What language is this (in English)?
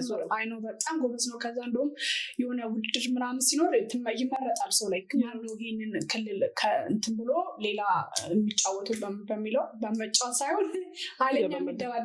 Amharic